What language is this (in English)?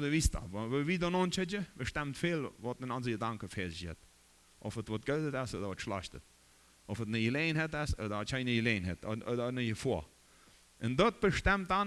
Plautdietsch